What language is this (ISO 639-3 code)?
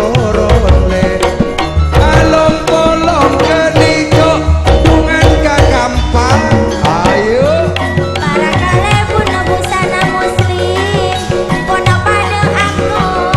mad